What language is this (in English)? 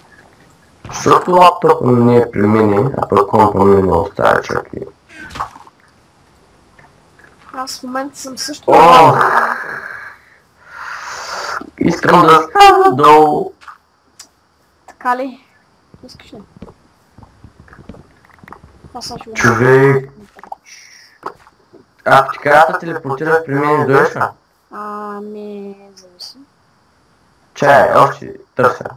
Bulgarian